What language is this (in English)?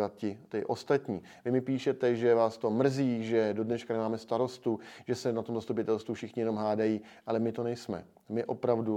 Czech